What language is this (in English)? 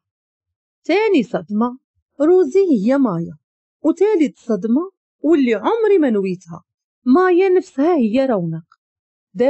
Moroccan Arabic